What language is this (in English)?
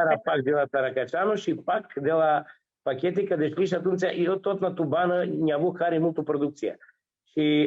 Aromanian